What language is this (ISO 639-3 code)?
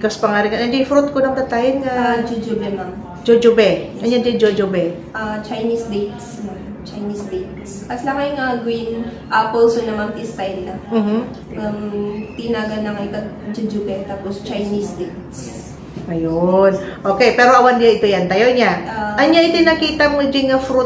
ilo